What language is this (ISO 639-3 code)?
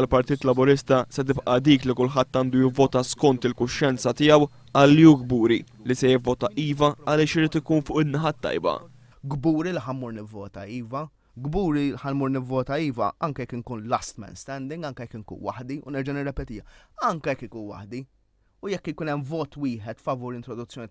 mlt